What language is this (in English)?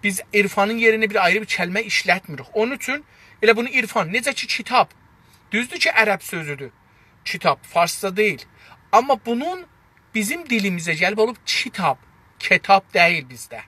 South Azerbaijani